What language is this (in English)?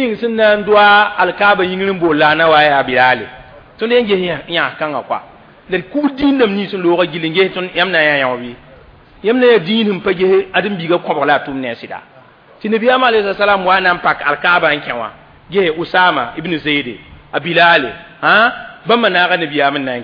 Mossi